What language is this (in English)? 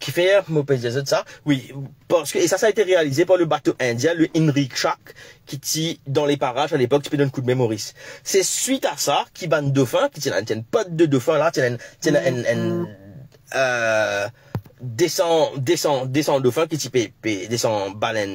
Morisyen